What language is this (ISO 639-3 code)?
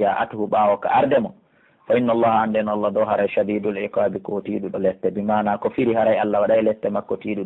fuf